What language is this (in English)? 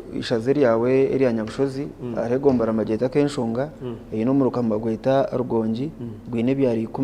Nyankole